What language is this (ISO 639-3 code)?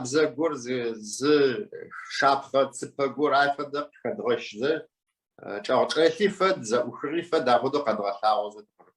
ady